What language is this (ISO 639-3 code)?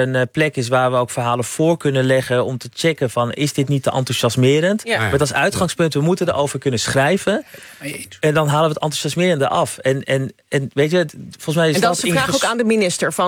nld